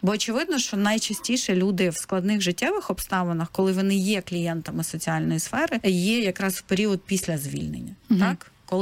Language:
Ukrainian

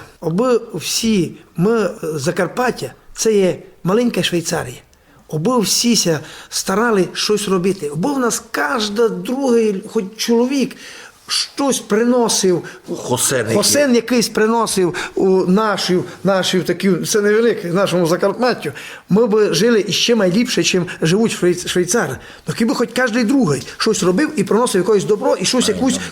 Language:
Rusyn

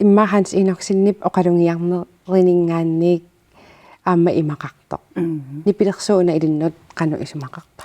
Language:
Kalaallisut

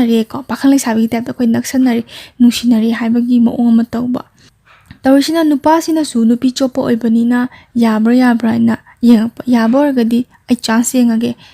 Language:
Manipuri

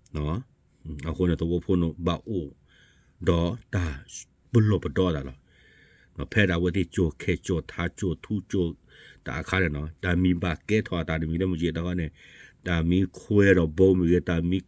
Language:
S'gaw Karen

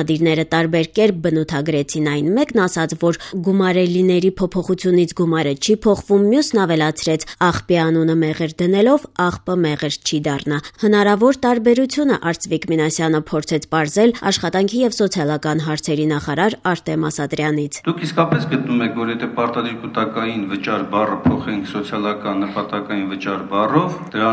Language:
Armenian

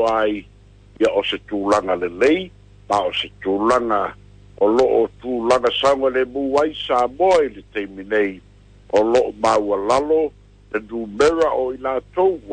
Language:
Samoan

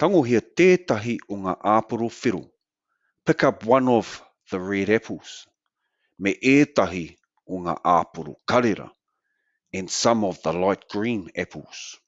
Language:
Māori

